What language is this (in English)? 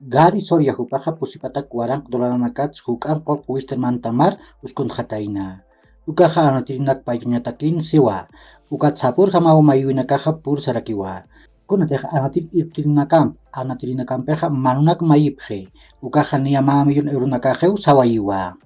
Aymara